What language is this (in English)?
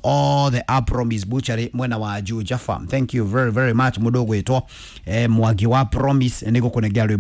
Kikuyu